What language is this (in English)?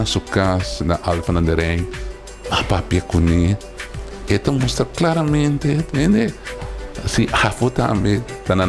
Papiamento